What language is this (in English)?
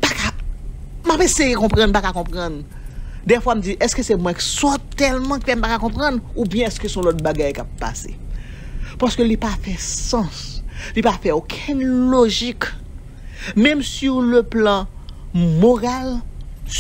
Haitian Creole